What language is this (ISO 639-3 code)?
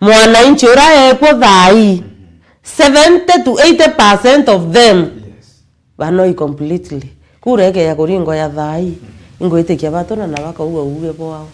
mer